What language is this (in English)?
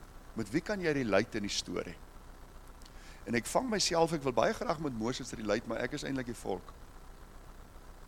Afrikaans